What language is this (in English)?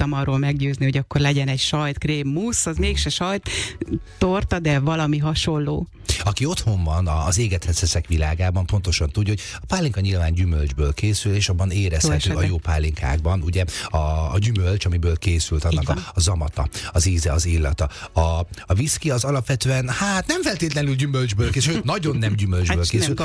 Hungarian